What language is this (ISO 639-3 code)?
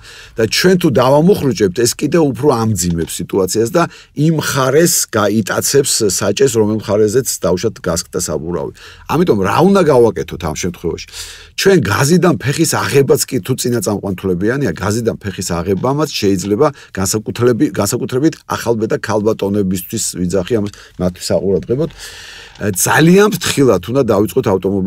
kat